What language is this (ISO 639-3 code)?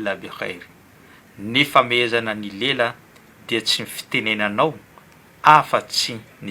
mlg